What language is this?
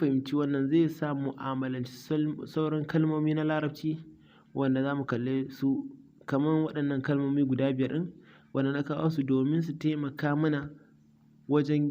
Hausa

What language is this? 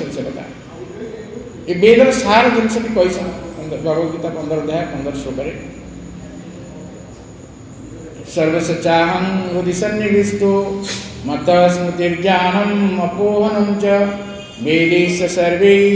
Odia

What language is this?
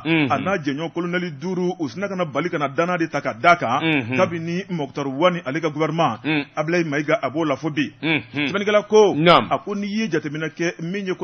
Bambara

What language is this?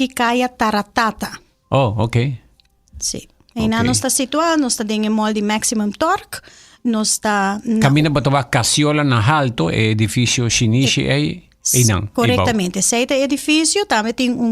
Papiamento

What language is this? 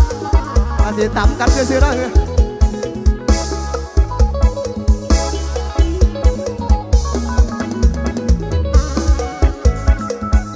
Northeastern Thai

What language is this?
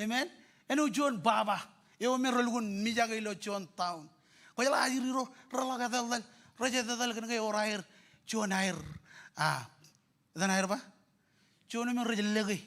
Marshallese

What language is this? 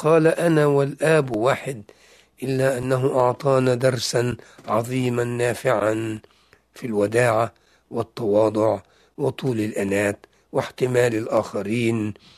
Arabic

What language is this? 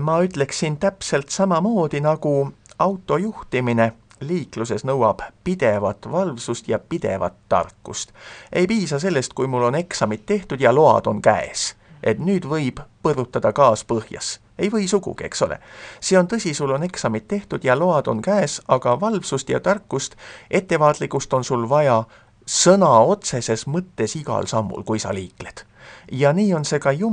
Estonian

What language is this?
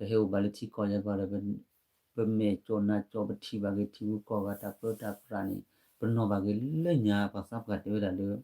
S'gaw Karen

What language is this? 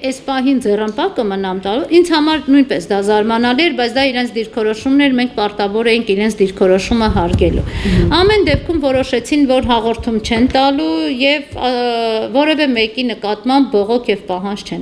Armenian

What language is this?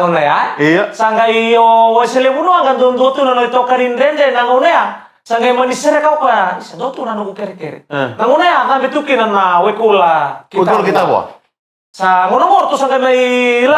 Fijian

